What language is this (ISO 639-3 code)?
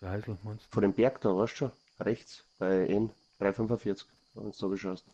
bar